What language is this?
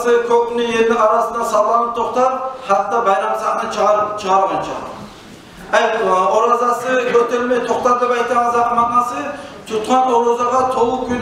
Kumyk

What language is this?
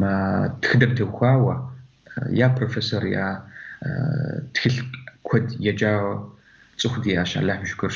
Kabardian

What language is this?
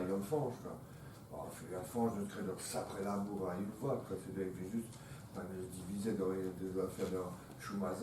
Breton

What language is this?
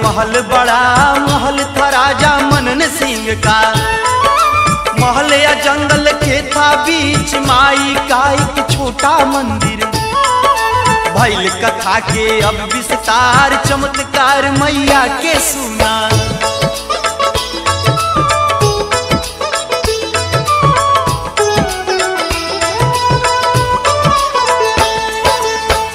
Bhojpuri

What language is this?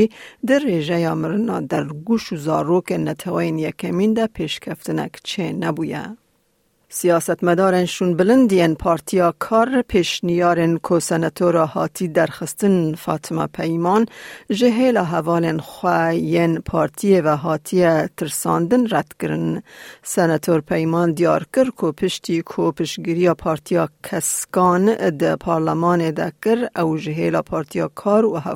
Kurdish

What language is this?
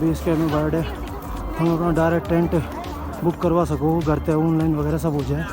Haryanvi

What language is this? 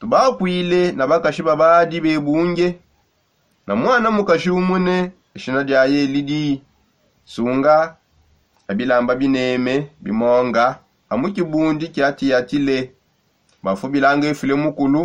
Songe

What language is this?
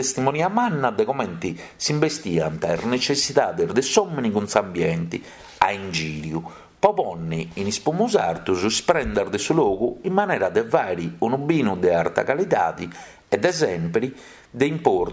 Sardinian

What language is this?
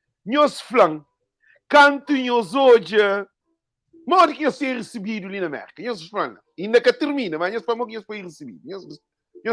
Kabuverdianu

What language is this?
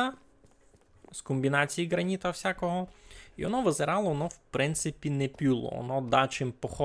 Rusyn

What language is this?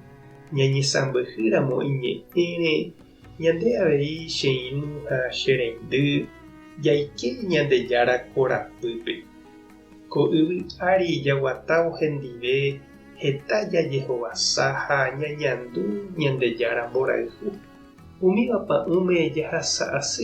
Guarani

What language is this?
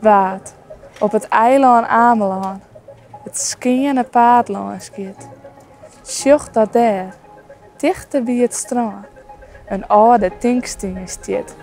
Western Frisian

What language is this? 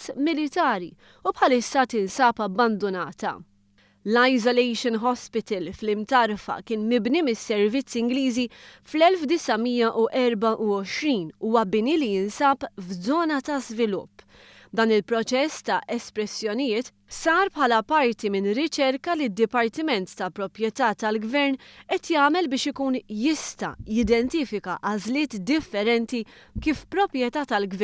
Maltese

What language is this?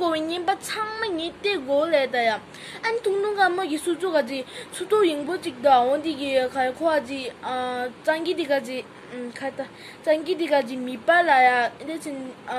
Tibetan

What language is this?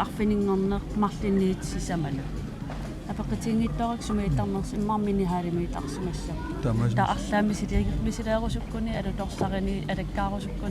Kalaallisut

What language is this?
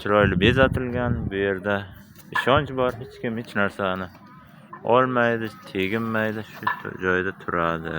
Uzbek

